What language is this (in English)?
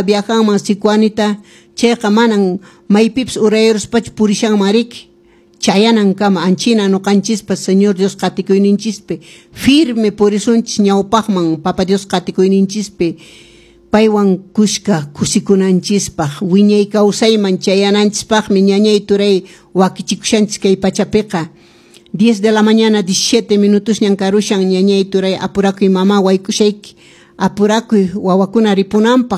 Quechua